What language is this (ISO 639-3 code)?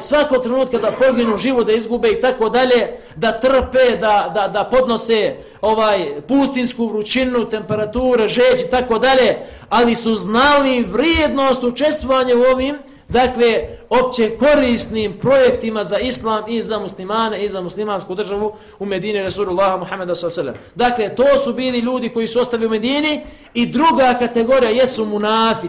bos